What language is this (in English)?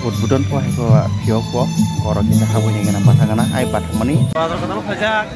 Kok Borok